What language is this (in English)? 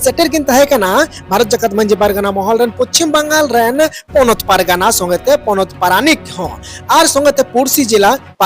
Santali